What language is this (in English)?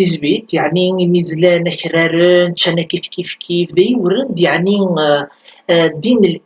Kabyle